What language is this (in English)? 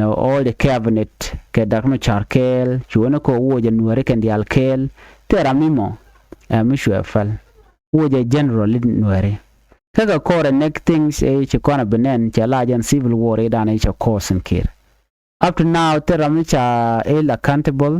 Nuer